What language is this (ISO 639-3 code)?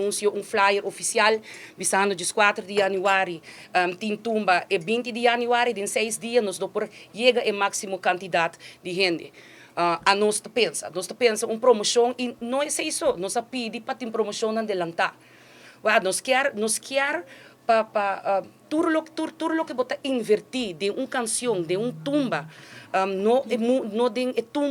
pap